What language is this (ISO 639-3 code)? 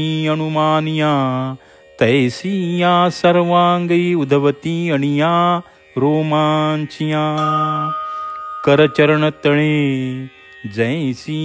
mar